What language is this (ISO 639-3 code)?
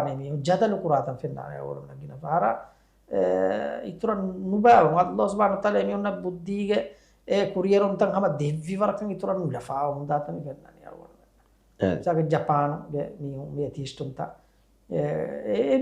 div